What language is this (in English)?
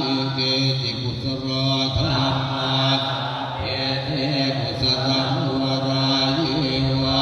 Pali